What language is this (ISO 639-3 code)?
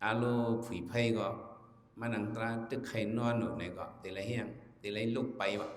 shn